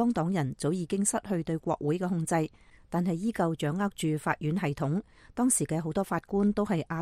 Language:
Cantonese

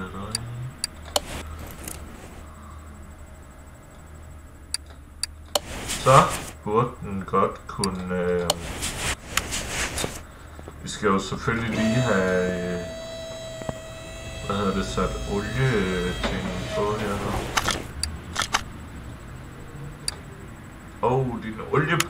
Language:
Danish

